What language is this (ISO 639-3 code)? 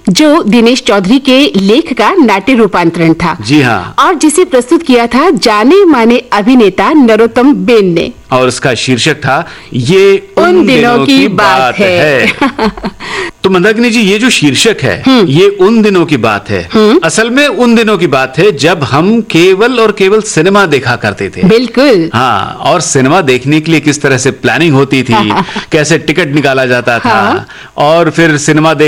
hin